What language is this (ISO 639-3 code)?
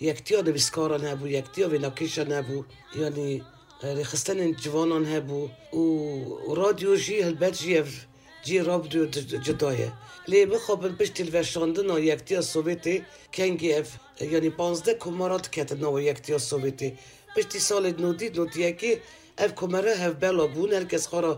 kur